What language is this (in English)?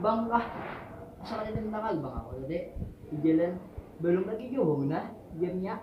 Banjar